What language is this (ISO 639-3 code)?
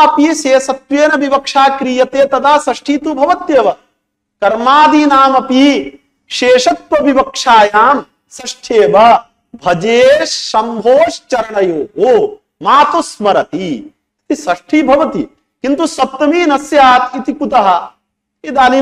san